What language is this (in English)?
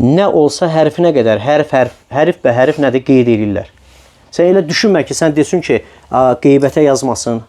Azerbaijani